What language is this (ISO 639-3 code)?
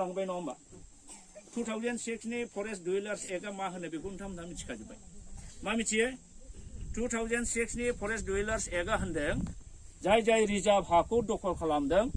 brx